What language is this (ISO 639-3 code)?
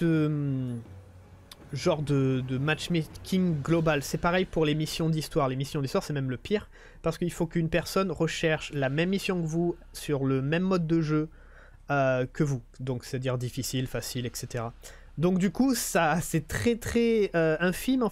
fra